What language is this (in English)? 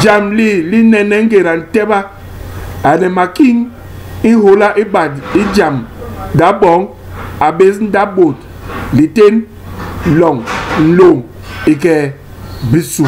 Basaa